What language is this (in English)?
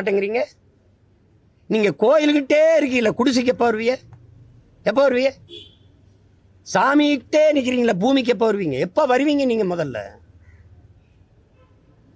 Tamil